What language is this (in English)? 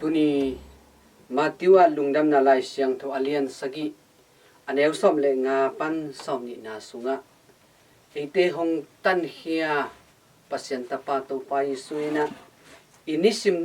Tedim Chin